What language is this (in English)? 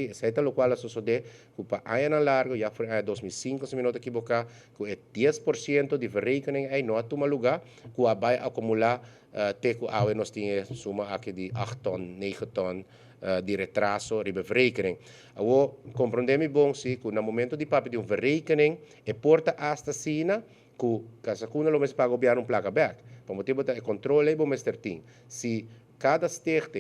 Papiamento